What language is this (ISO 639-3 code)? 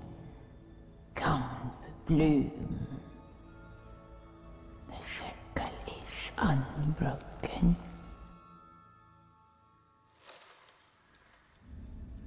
pol